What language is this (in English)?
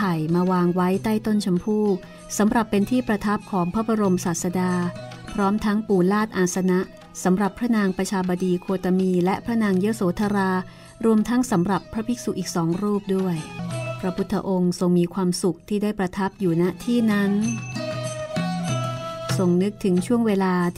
Thai